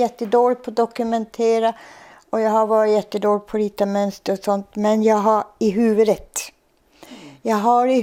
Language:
Swedish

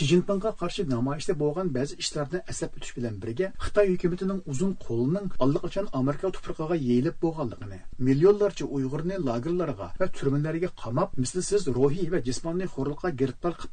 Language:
Uyghur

